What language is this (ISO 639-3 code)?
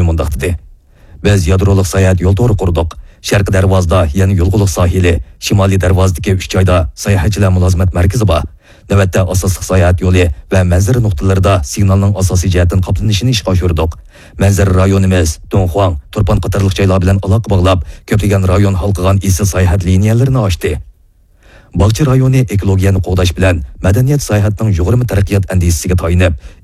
uig